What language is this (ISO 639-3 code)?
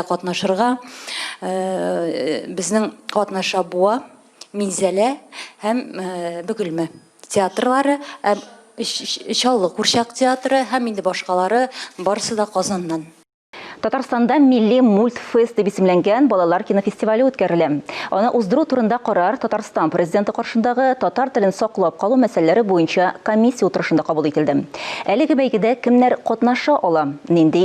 tat